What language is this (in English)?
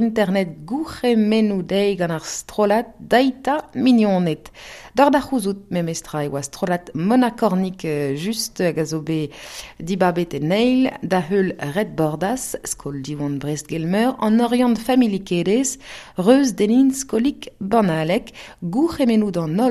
Breton